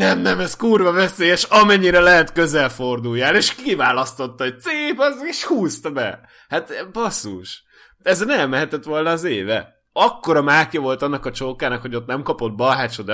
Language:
Hungarian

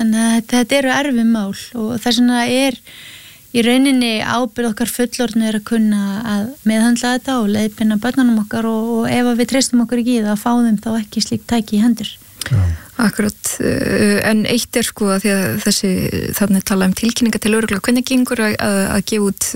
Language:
Icelandic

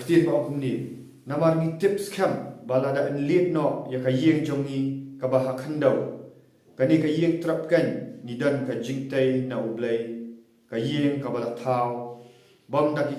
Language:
Khasi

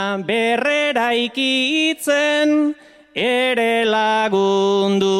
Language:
Basque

